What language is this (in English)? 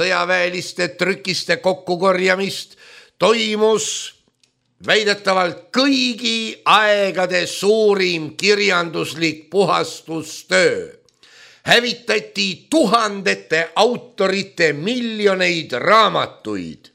Estonian